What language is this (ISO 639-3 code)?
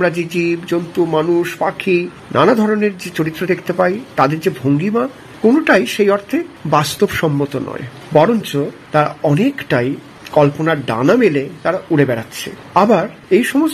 ben